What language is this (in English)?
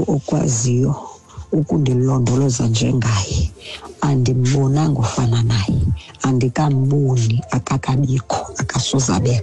Xhosa